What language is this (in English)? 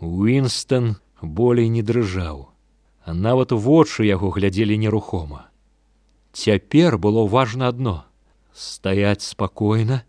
Belarusian